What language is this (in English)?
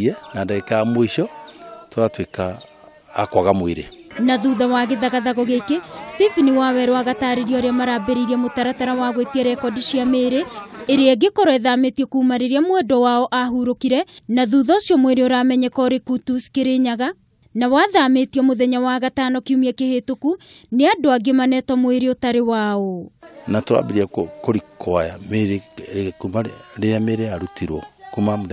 Kikuyu